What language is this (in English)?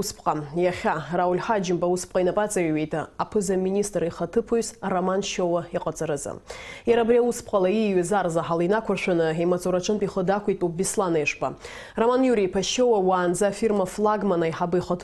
Abkhazian